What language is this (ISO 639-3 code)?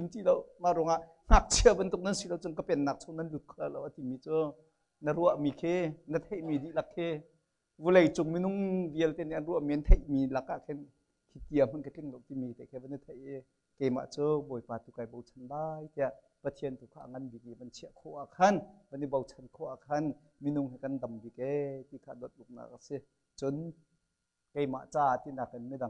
cnh